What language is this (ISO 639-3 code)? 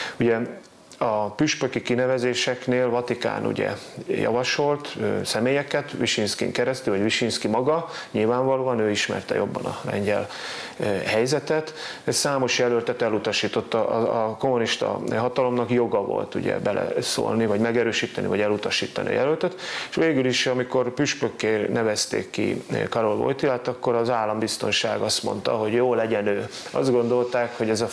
hun